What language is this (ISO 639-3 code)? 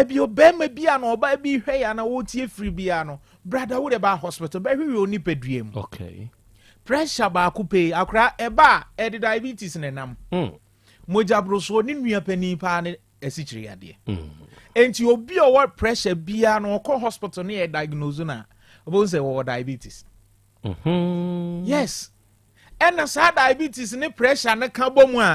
aka